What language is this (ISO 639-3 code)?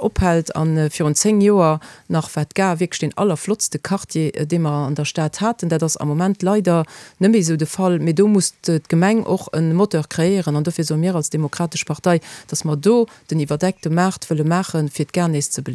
ltz